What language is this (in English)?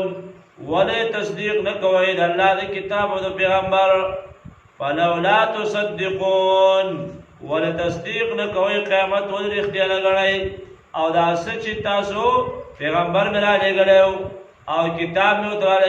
Pashto